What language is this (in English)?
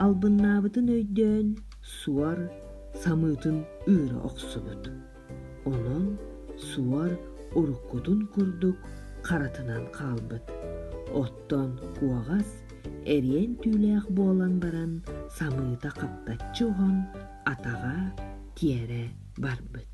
Yakut